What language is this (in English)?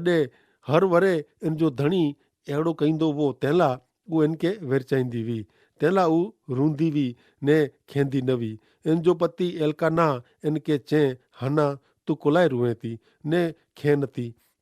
Kachhi